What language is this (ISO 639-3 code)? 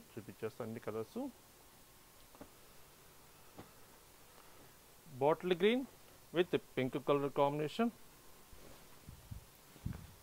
tel